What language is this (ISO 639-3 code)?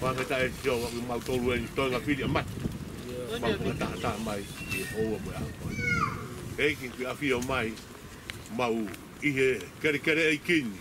ton